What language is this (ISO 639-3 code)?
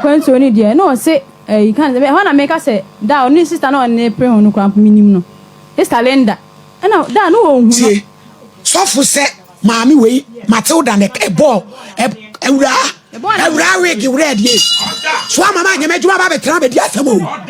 aka